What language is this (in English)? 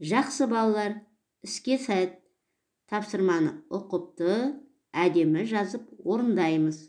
Kazakh